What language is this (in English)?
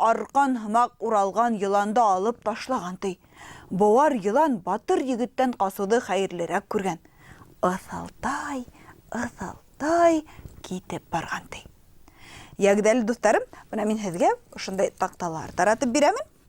Bashkir